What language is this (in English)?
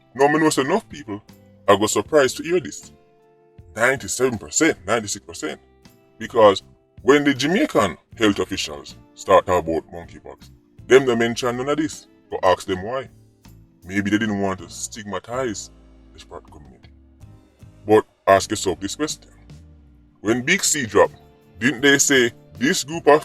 Jamaican Creole English